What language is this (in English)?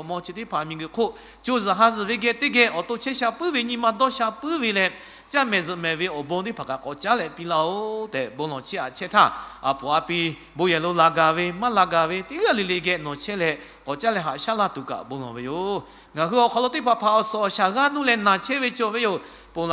Lahu